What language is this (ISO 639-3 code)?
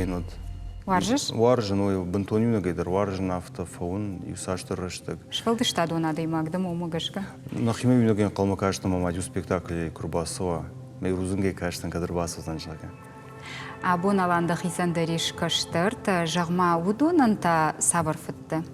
oss